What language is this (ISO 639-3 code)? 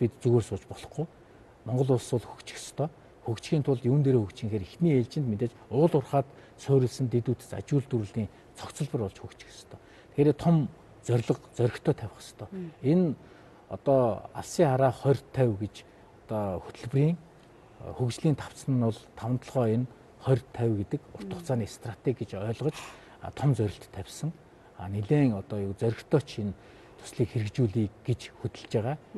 mon